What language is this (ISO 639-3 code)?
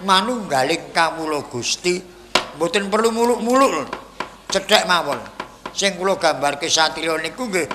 jav